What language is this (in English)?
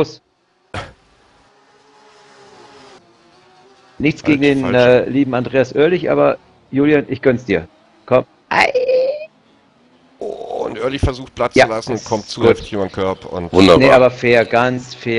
German